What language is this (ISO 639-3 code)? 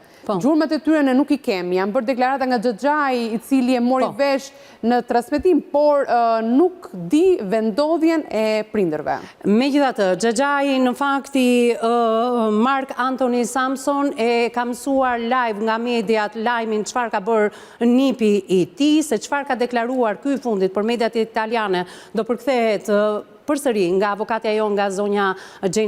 sqi